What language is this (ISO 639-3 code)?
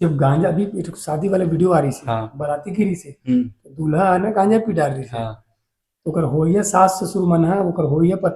hne